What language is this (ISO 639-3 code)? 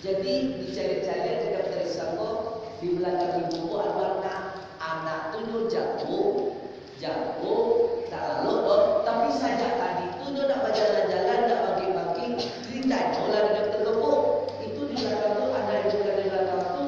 min